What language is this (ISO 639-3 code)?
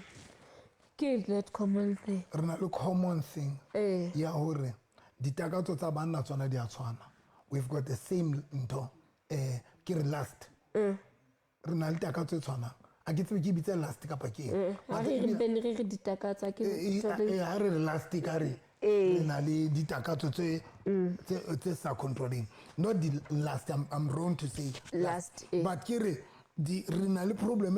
sot